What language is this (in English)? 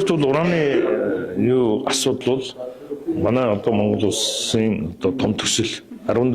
Mongolian